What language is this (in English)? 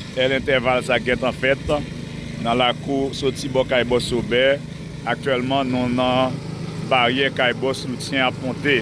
Haitian Creole